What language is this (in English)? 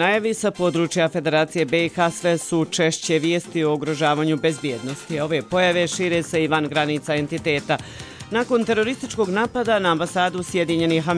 Bosnian